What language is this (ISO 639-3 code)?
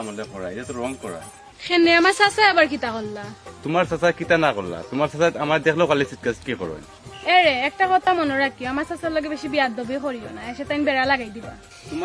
syl